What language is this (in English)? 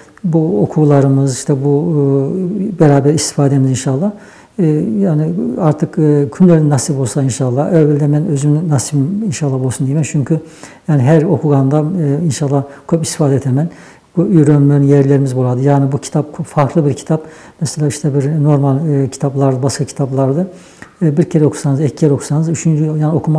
Nogai